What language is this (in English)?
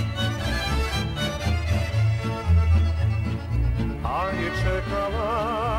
Serbian